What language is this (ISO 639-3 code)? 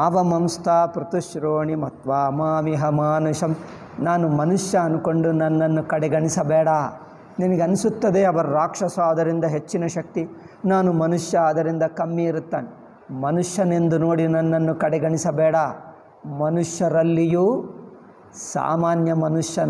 kan